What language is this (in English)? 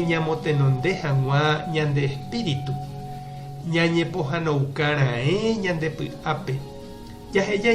Guarani